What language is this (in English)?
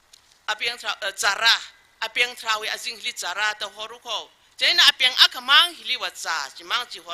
Tangkhul Naga (India)